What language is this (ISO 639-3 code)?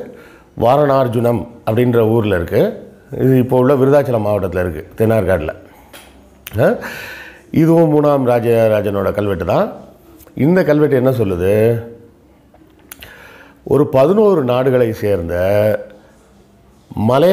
tam